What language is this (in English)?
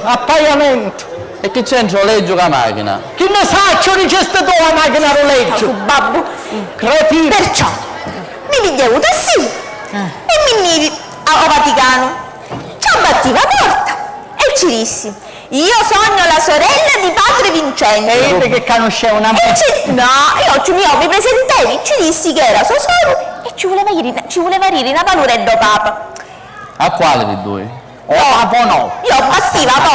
Sicilian